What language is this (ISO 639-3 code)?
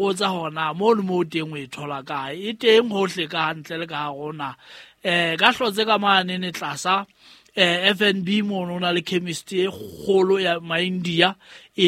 sot